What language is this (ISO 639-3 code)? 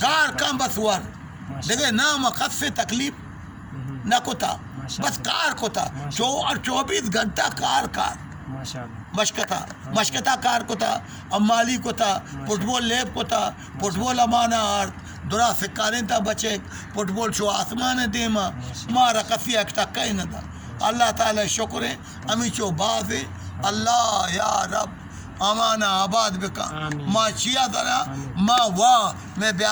bal